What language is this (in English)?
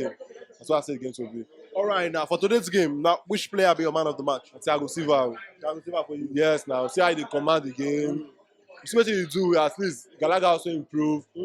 Nigerian Pidgin